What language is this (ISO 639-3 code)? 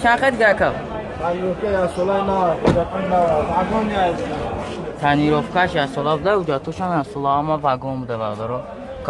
tgk